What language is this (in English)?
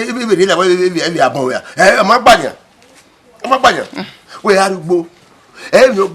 Bini